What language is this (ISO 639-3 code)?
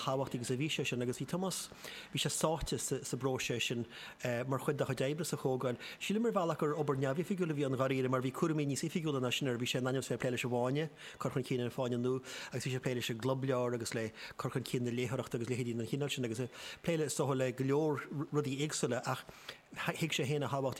gle